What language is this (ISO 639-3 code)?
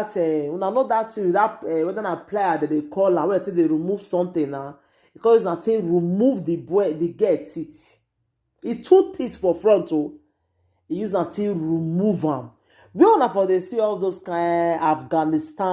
pcm